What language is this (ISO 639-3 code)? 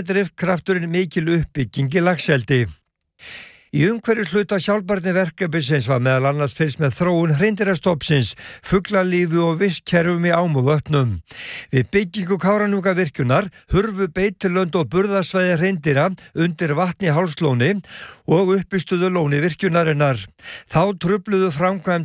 isl